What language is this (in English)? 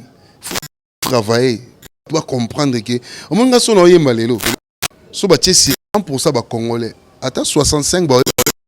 Lingala